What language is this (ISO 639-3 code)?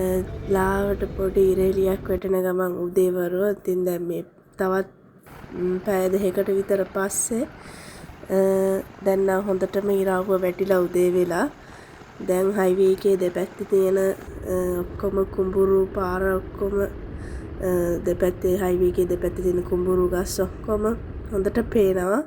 sin